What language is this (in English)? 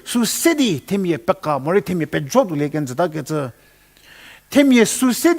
Angami Naga